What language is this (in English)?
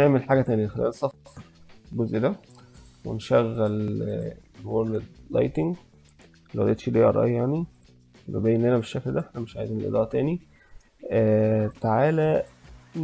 Egyptian Arabic